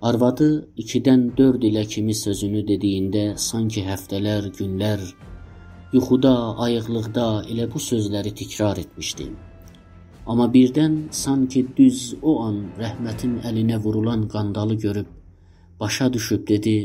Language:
South Azerbaijani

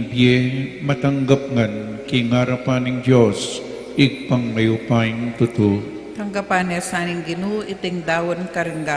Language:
Pampanga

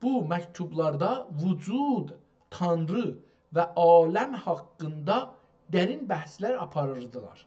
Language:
South Azerbaijani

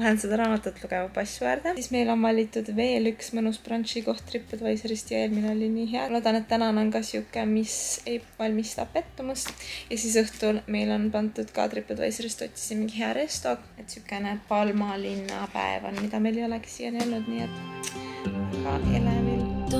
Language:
Estonian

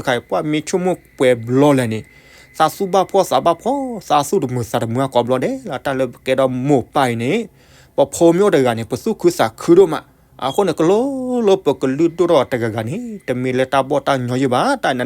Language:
S'gaw Karen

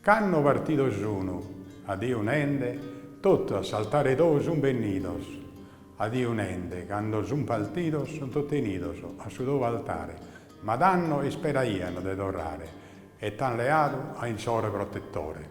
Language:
Sardinian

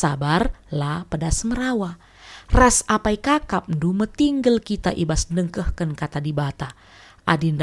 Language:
Batak Karo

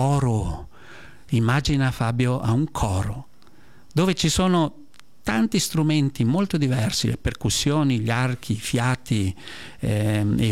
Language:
Italian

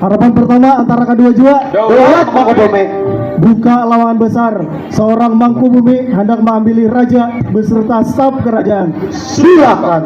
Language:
Banjar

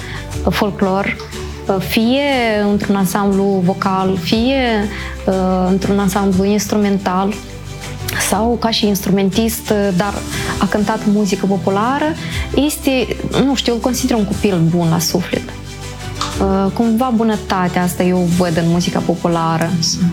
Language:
Romanian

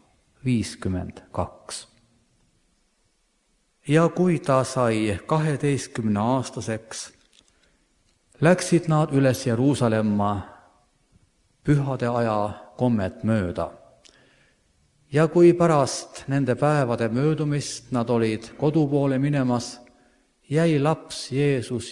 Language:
Estonian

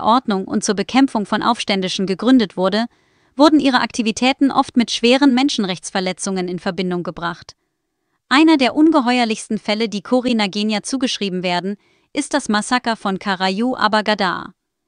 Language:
German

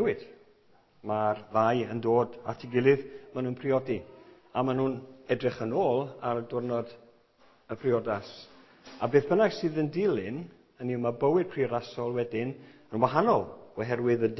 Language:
Welsh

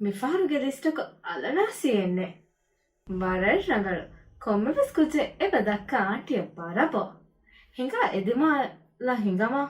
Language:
Divehi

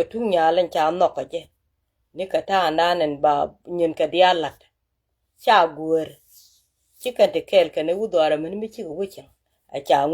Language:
Nuer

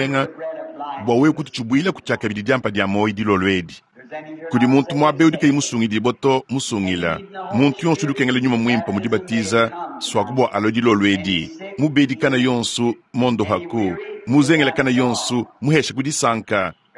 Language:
Luba-Lulua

